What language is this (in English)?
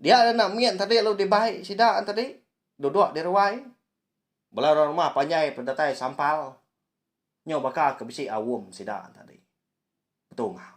Iban